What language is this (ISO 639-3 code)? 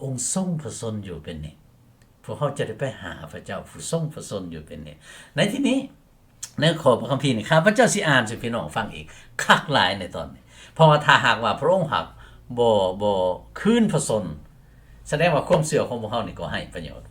lao